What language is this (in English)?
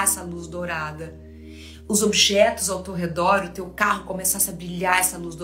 Portuguese